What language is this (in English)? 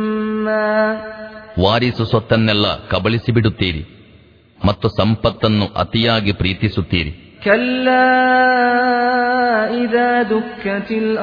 Kannada